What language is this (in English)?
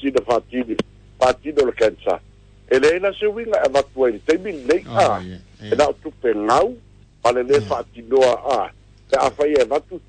Samoan